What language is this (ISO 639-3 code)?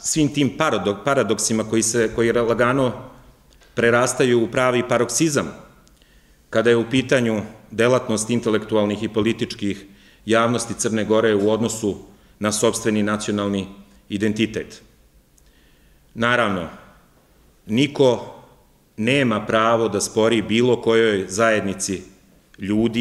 srp